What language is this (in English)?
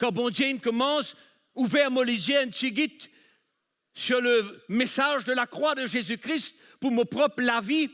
Morisyen